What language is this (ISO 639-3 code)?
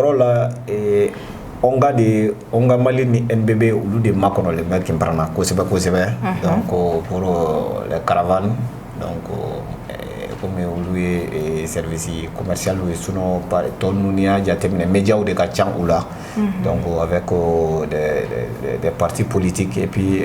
bam